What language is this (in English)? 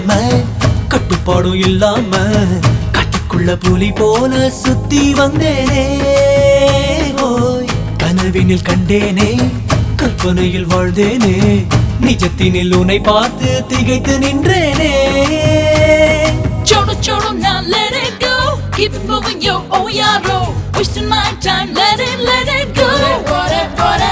Tamil